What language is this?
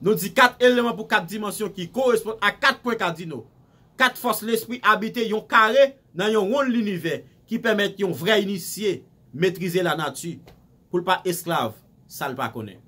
Haitian Creole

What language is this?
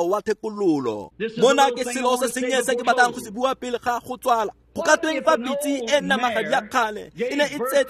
Tswana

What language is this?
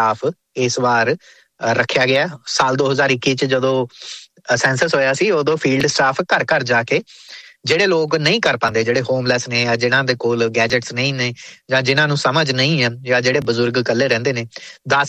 Punjabi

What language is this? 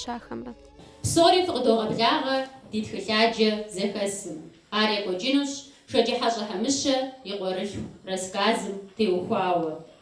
Kabardian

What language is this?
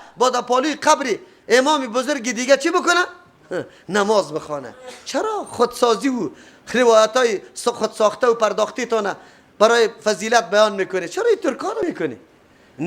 Persian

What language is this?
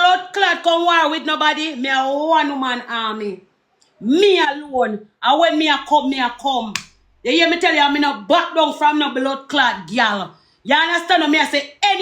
Jamaican Creole English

